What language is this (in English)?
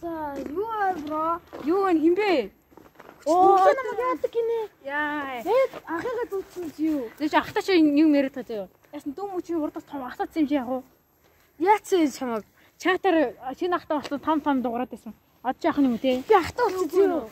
Mongolian